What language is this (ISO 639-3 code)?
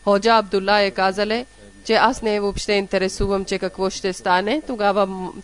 bul